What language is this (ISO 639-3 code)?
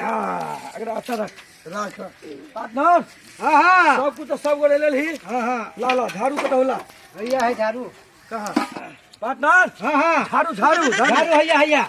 mai